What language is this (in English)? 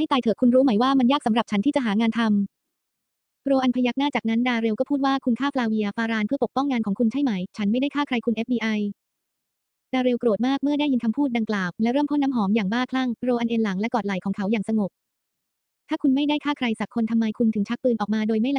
Thai